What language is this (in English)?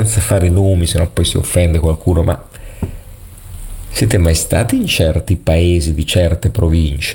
Italian